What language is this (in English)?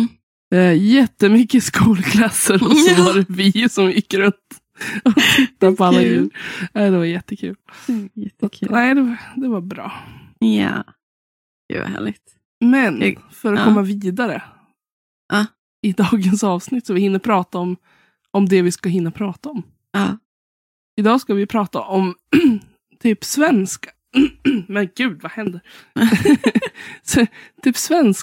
Swedish